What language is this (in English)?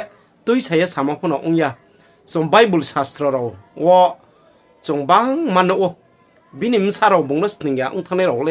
Riang (India)